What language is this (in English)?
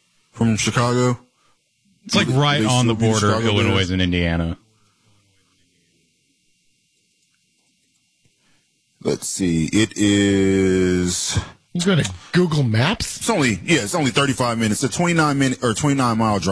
English